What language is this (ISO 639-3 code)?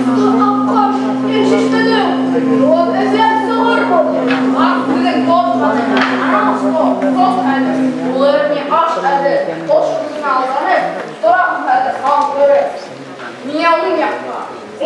bak